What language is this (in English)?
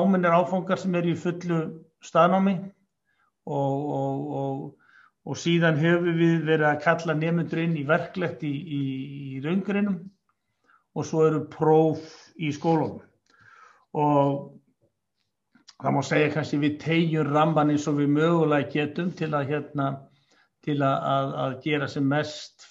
Icelandic